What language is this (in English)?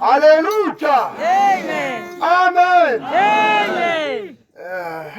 Tswana